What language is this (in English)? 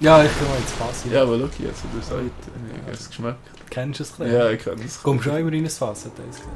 Swiss German